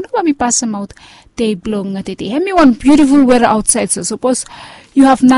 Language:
Bislama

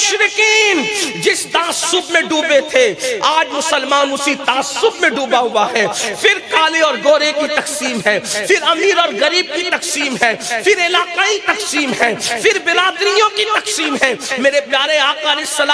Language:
Urdu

